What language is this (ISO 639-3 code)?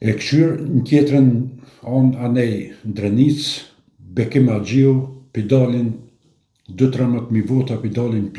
sqi